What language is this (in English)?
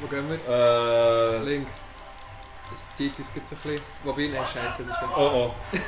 Swiss German